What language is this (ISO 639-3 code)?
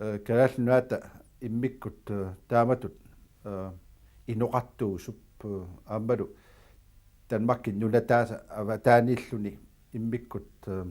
kal